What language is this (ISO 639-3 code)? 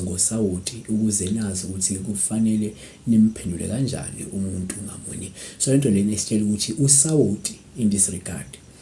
zul